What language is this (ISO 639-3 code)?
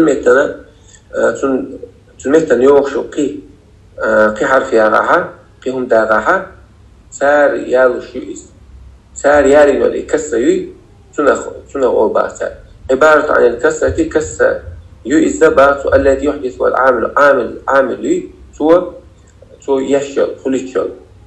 che